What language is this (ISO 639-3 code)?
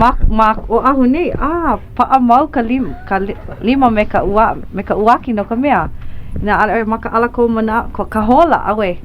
haw